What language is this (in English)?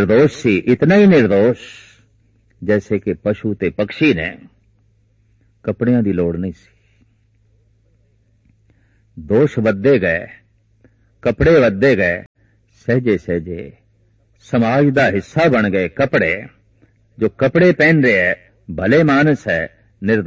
Punjabi